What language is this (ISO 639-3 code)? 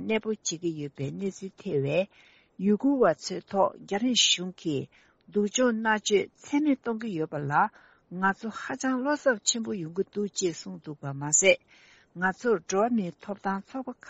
bod